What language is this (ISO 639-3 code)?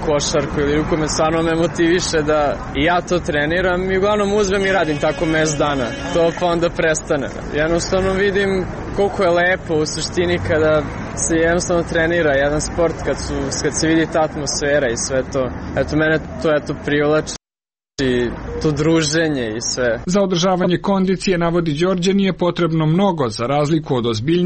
srp